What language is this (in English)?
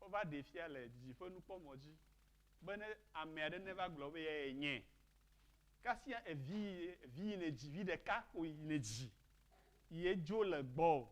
Ewe